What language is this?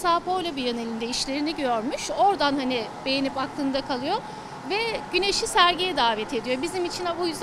Turkish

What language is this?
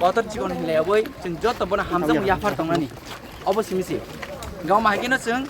Kok Borok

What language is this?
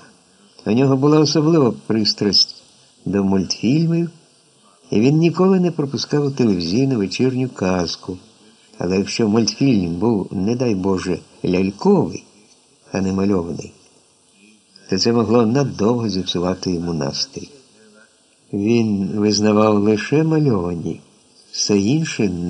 Ukrainian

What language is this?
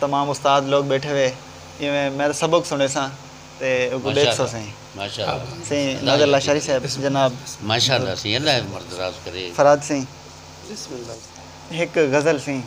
Saraiki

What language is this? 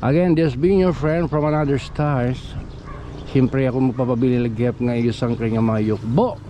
Waray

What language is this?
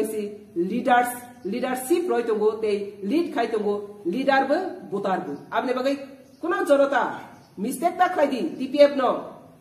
Kok Borok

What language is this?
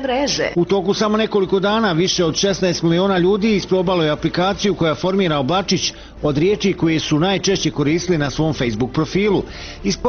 Bosnian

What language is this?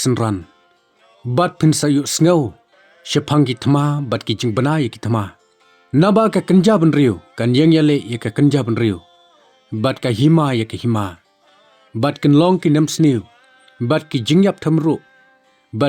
Khasi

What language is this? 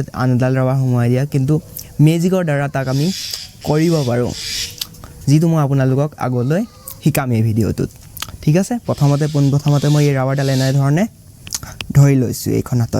Assamese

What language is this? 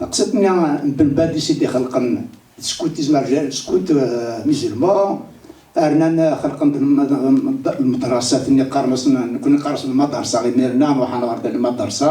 Kabyle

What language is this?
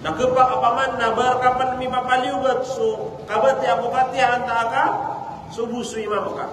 Maranao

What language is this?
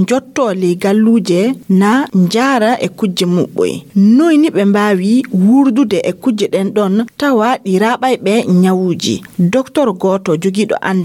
Fula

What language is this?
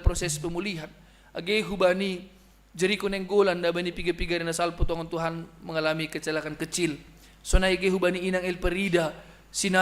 Batak Simalungun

